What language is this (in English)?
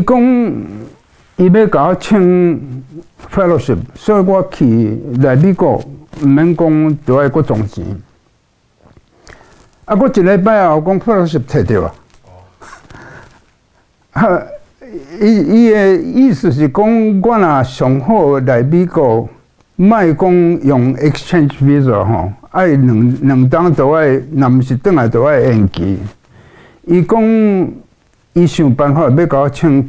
Min Nan Chinese